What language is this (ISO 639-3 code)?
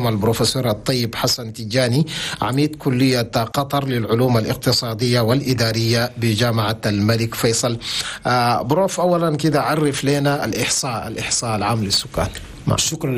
shu